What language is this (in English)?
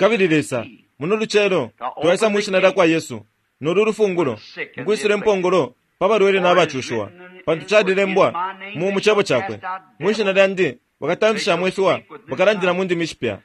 Bemba